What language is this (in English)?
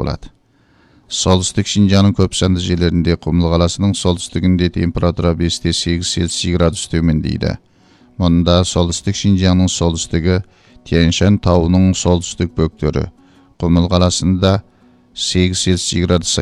Kazakh